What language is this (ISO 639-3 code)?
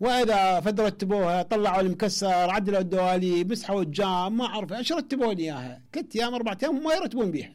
acm